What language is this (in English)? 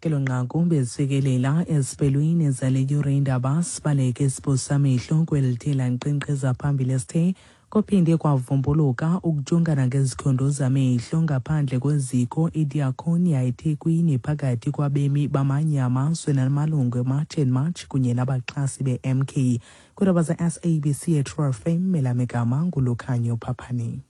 Xhosa